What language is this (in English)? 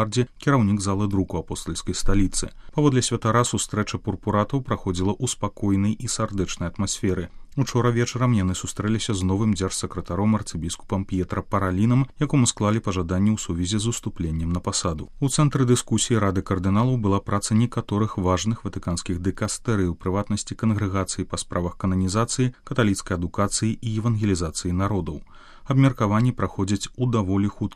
Belarusian